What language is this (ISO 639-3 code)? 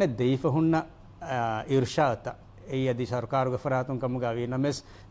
div